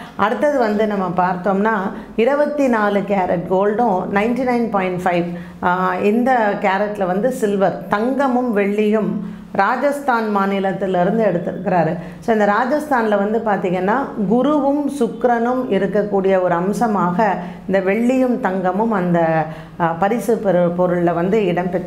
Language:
Tamil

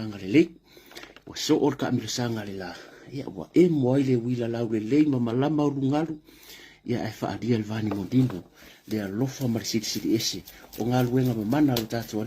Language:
Samoan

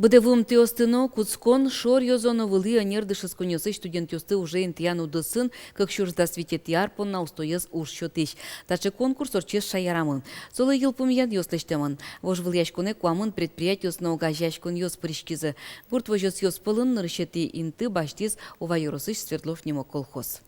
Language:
Udmurt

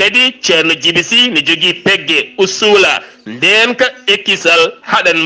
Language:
Fula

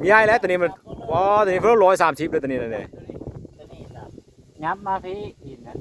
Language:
Lao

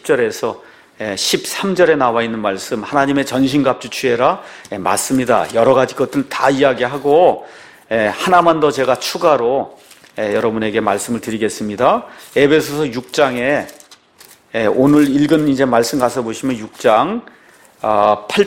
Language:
Korean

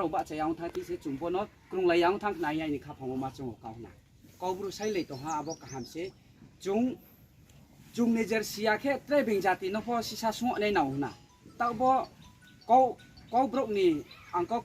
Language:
Riang (India)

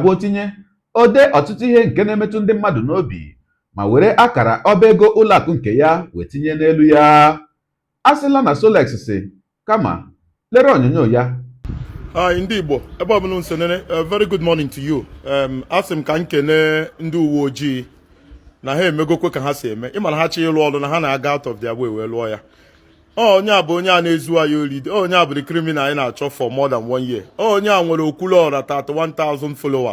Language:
Igbo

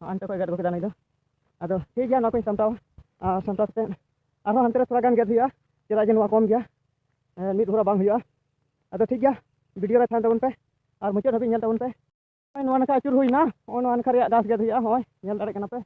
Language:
Santali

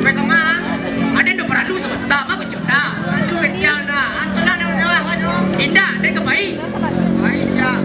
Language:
Minangkabau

